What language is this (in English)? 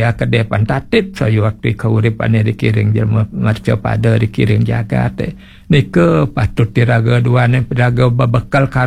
Balinese